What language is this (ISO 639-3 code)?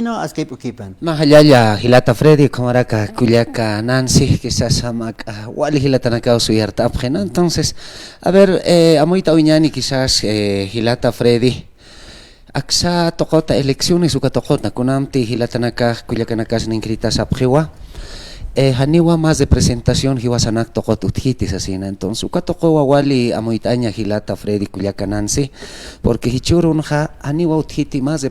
aym